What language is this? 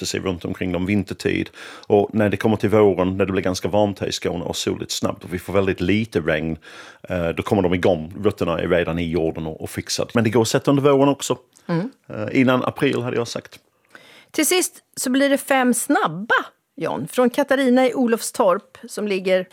Swedish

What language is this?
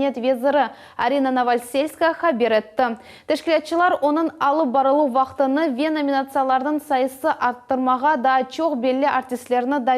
Crimean Tatar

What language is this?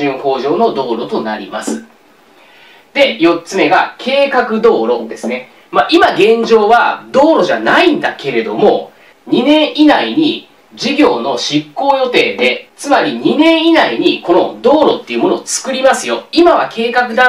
Japanese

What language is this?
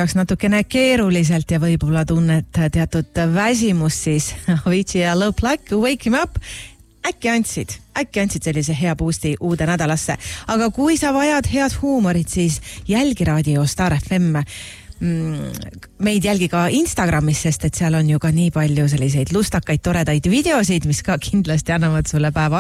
Estonian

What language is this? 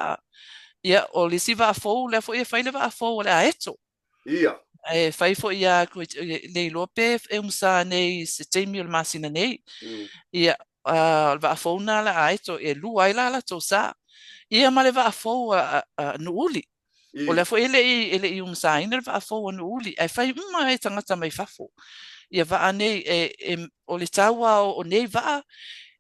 Samoan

